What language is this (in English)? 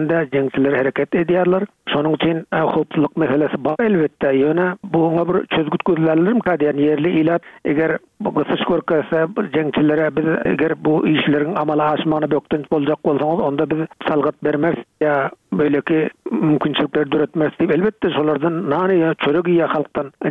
Turkmen